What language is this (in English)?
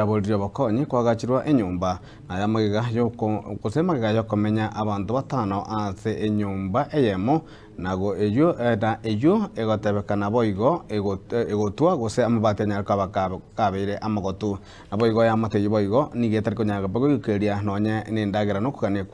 Gusii